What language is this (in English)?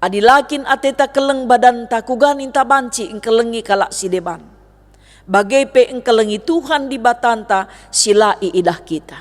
Batak Karo